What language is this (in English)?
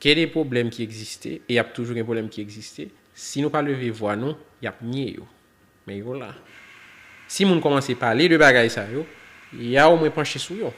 Haitian Creole